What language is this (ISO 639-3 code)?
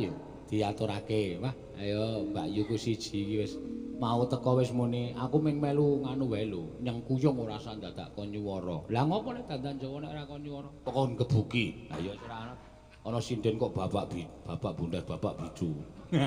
jav